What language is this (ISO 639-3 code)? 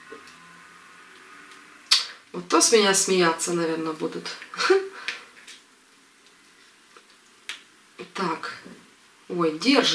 rus